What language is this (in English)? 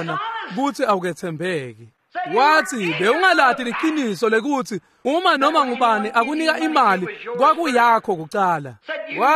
Swati